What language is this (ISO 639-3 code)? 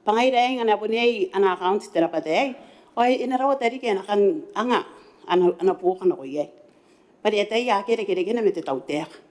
gil